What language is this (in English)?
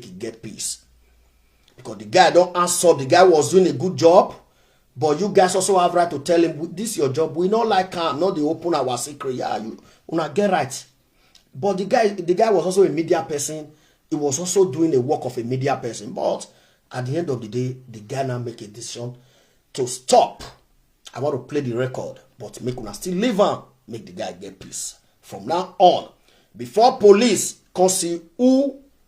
Nigerian Pidgin